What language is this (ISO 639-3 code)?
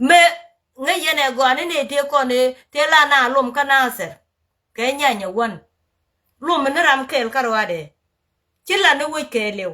nus